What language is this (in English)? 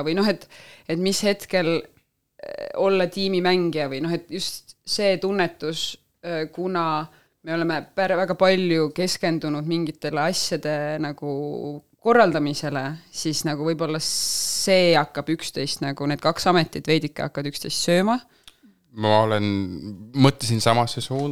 Estonian